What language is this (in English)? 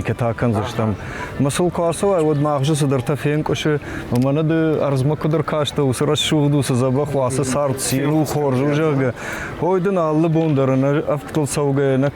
Ossetic